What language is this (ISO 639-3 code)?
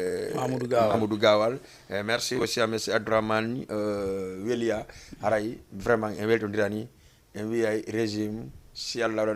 ful